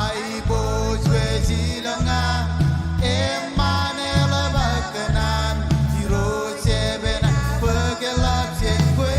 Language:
Marshallese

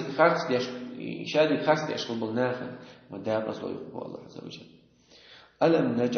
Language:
Chechen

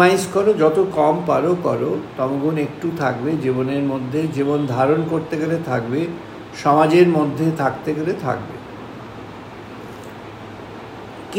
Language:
Bangla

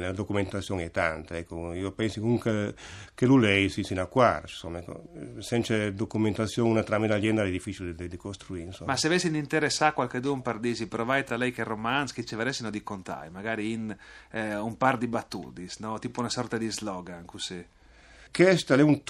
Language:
Friulian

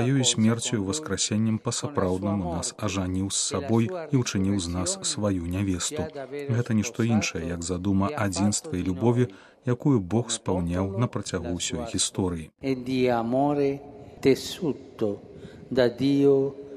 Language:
Belarusian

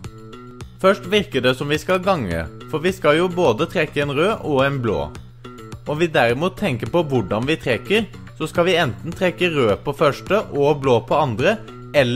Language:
Norwegian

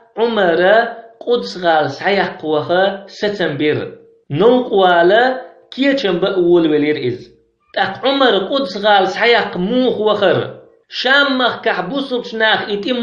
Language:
Chechen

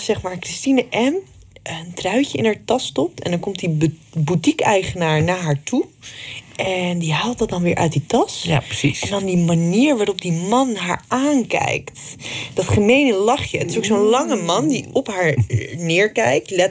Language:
Dutch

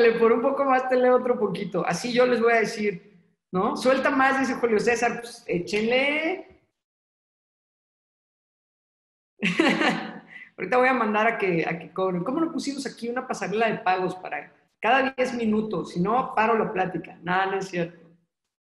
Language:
Spanish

